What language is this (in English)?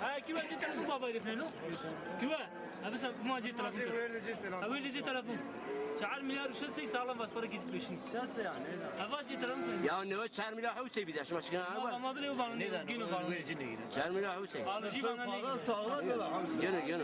Zaza